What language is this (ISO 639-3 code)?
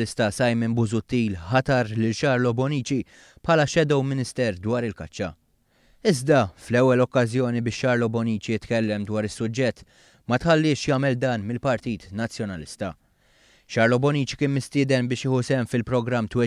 mlt